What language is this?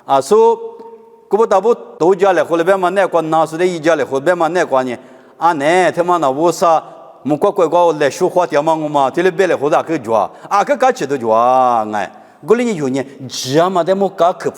Lisu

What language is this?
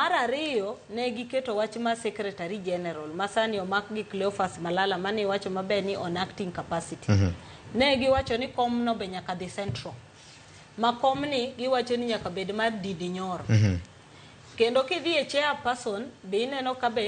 Luo (Kenya and Tanzania)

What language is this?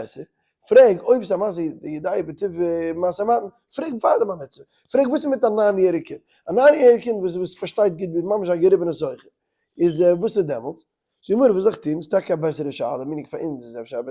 Yiddish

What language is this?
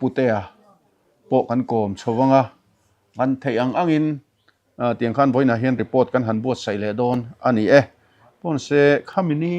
Mizo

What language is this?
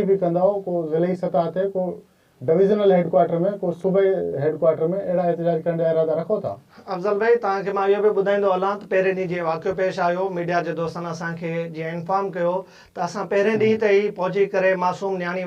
Sindhi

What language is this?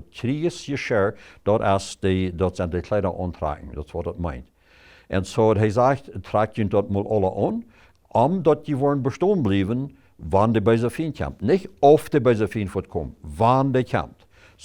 Plautdietsch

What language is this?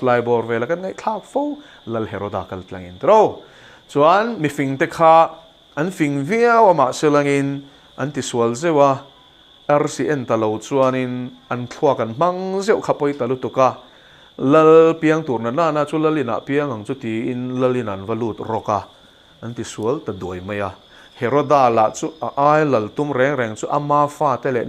Mizo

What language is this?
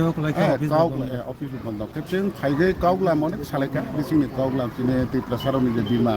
Riang (India)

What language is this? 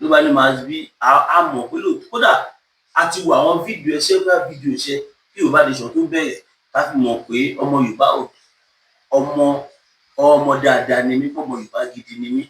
Yoruba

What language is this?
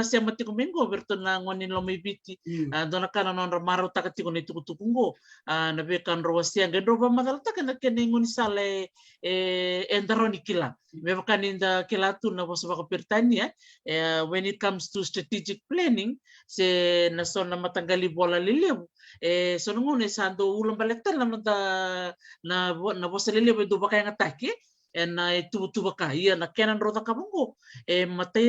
Fijian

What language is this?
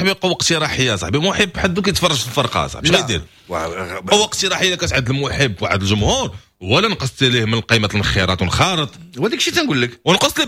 Moroccan Arabic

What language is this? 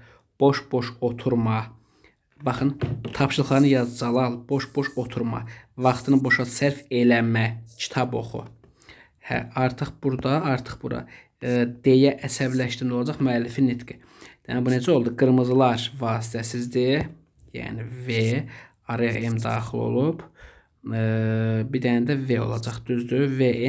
Azerbaijani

